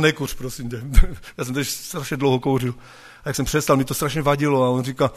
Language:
Czech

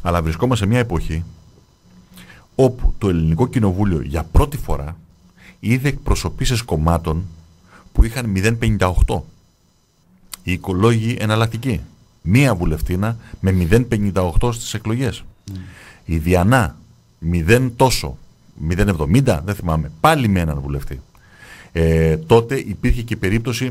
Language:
Greek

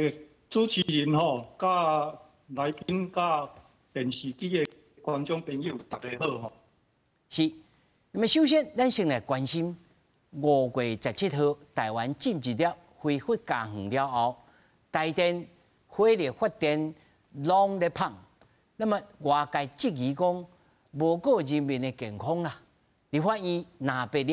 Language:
Min Nan Chinese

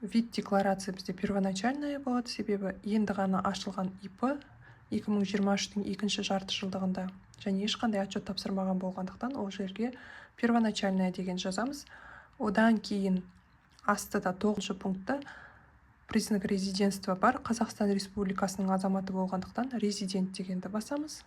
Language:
Kazakh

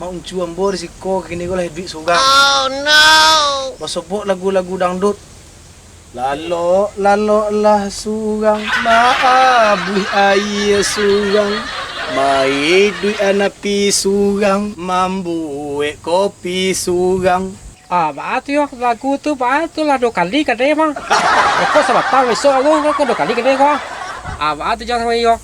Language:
Minangkabau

